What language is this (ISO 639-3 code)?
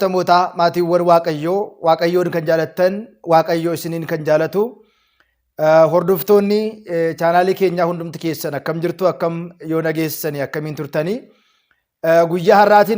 orm